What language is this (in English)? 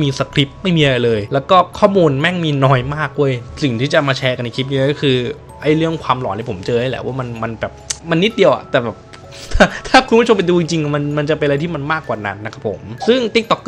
Thai